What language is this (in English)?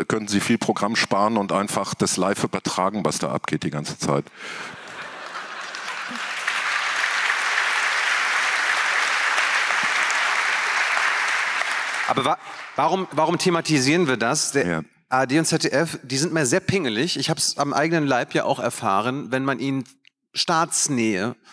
German